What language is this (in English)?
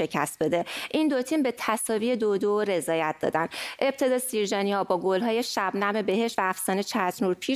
Persian